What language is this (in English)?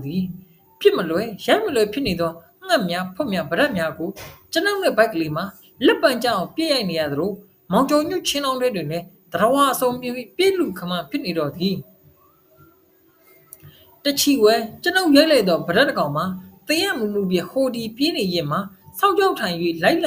Burmese